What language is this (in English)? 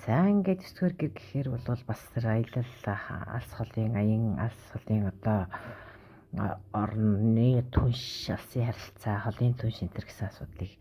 Mongolian